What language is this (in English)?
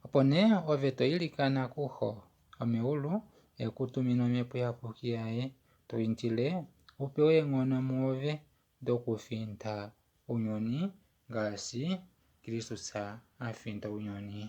Kuanyama